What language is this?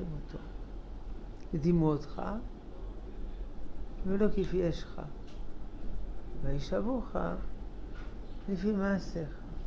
Hebrew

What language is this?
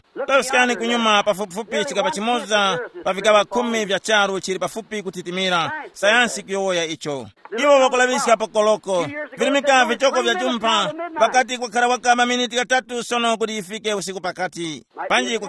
Tumbuka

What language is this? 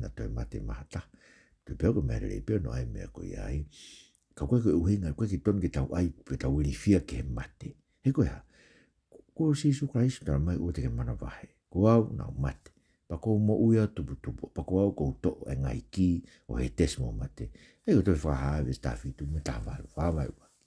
Tongan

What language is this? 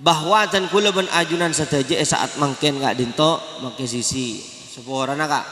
Madurese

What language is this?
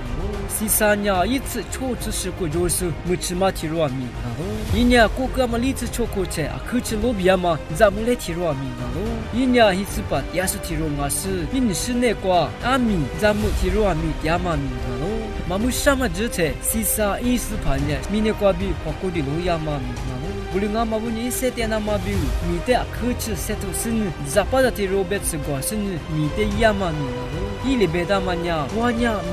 Lisu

